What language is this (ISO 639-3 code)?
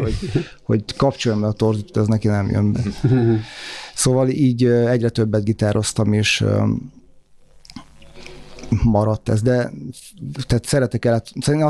hun